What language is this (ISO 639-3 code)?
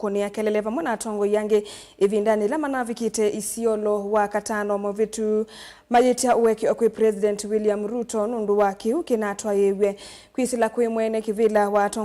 kam